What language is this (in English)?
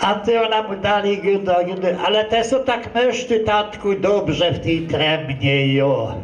Kashubian